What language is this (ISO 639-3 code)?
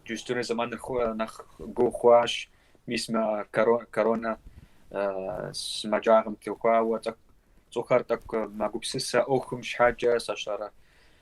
kbd